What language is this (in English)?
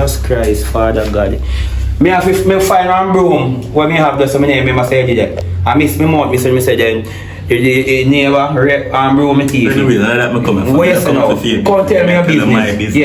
Jamaican Creole English